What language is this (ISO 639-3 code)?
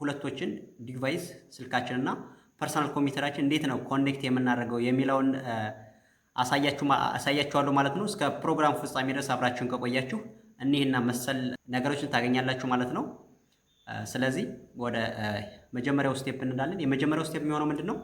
amh